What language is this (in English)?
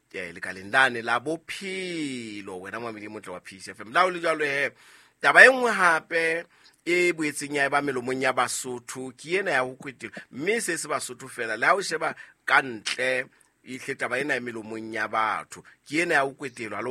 Southern Sotho